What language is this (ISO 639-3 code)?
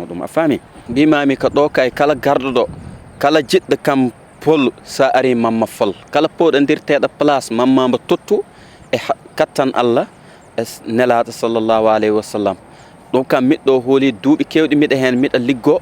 ful